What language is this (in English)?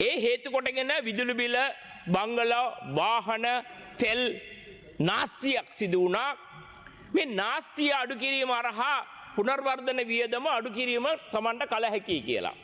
Sinhala